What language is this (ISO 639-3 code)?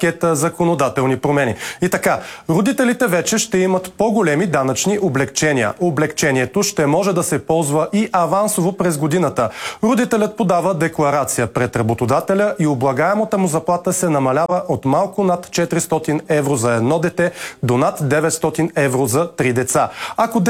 bul